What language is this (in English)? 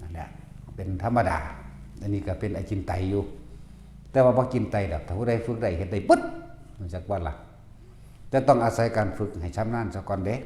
Northeastern Thai